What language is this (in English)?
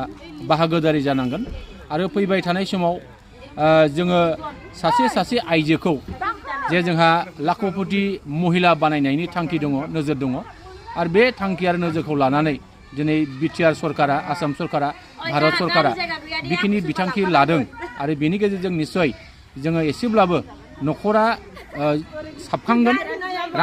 Bodo